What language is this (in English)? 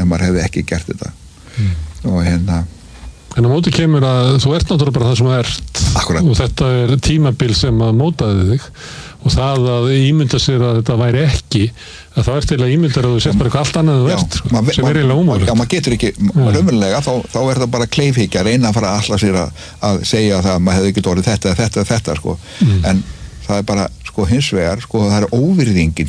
Icelandic